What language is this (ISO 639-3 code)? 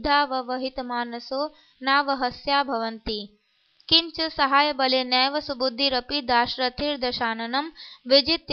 san